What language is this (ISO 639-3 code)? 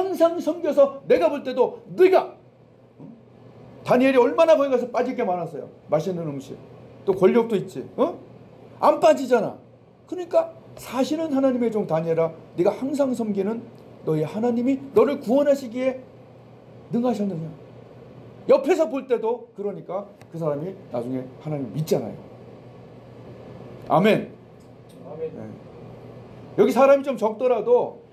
kor